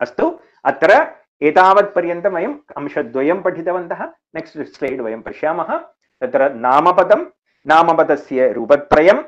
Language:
Sanskrit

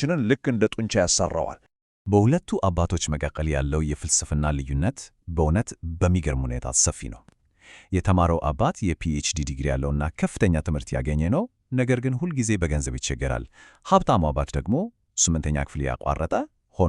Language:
Amharic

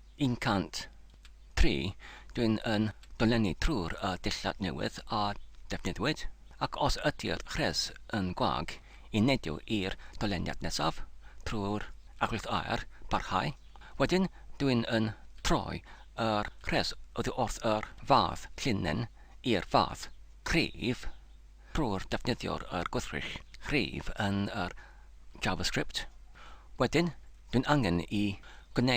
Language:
Welsh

